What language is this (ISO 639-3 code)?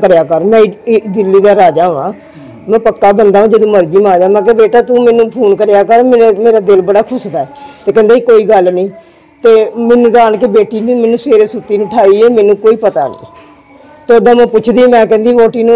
pan